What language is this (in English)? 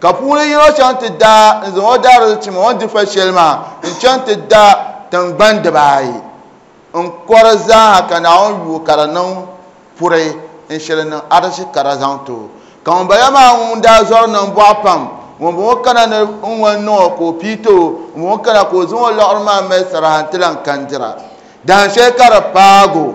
Dagbani